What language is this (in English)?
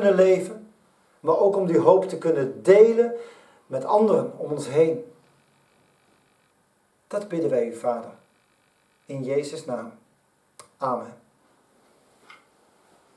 Dutch